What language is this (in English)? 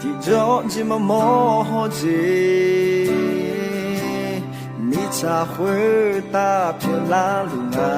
Akha